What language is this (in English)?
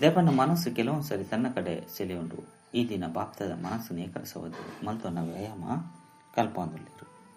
Tulu